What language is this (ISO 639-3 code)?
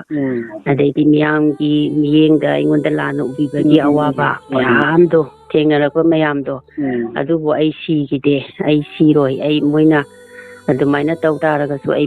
mni